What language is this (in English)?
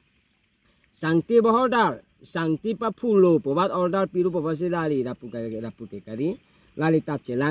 Karbi